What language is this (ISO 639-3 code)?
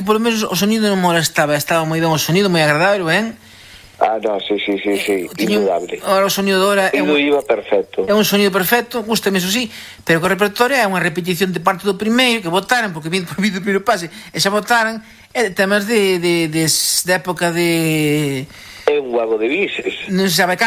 glg